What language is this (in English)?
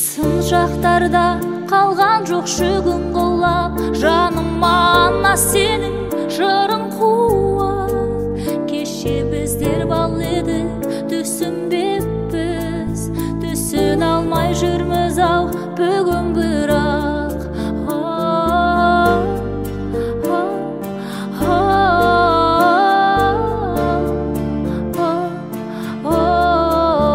Kazakh